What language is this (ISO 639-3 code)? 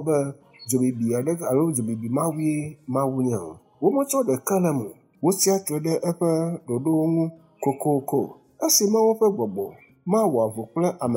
ewe